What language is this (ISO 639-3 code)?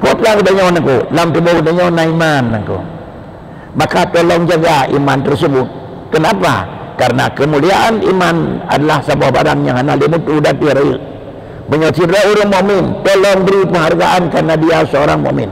ace